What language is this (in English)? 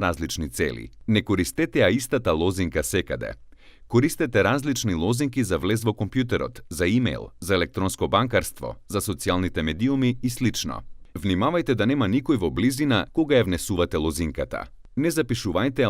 Macedonian